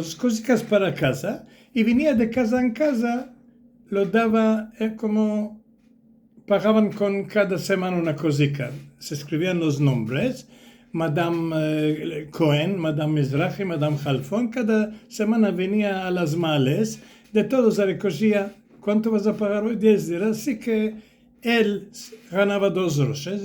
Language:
Ladino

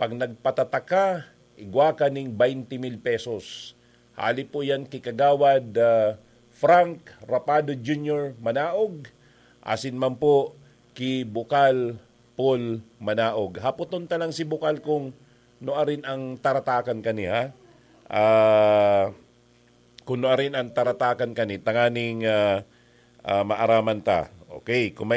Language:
Bikol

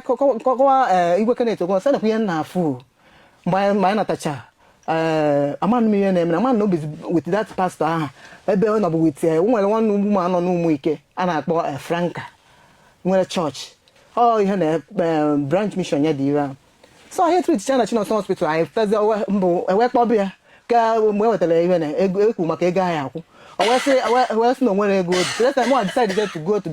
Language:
Igbo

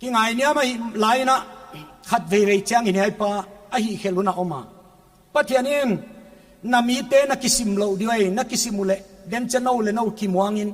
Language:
Paite Chin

